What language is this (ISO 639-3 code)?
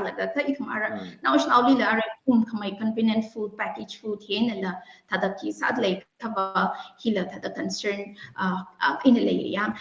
nmf